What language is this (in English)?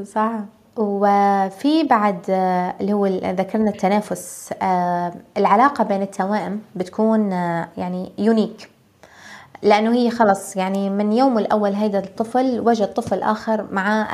North Levantine Arabic